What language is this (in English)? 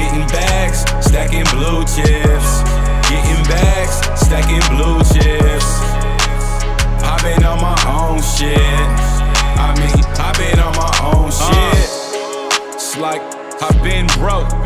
English